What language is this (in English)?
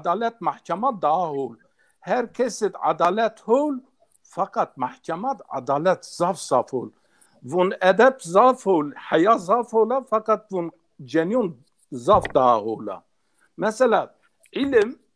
Zaza